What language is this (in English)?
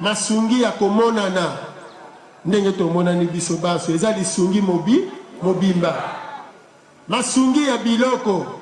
Lingala